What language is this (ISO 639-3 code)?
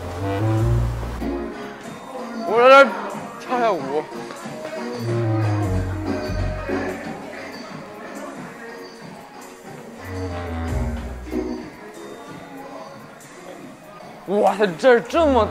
zho